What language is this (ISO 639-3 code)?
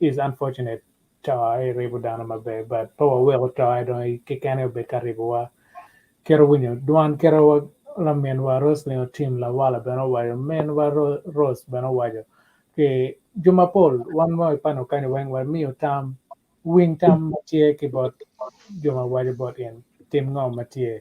ach